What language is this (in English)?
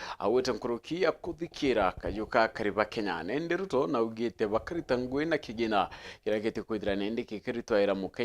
Meru